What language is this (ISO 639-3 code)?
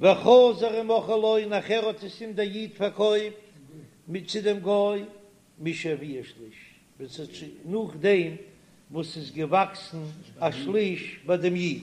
yid